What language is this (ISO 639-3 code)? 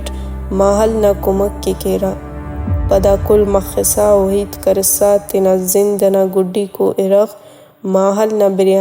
brh